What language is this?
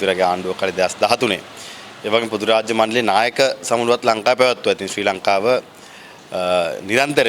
Sinhala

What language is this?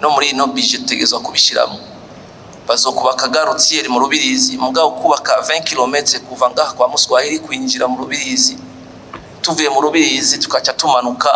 Rundi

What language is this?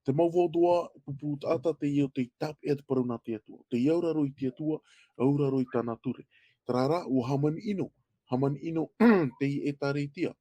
Tahitian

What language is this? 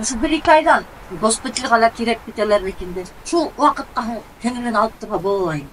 Bashkir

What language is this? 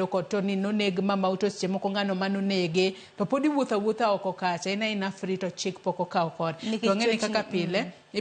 Luo (Kenya and Tanzania)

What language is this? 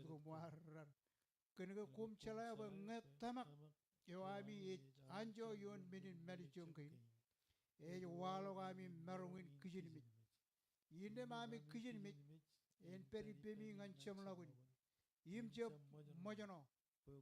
Marshallese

